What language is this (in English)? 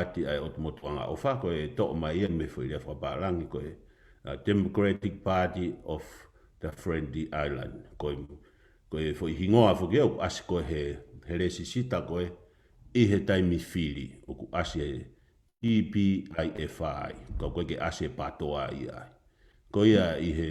Tongan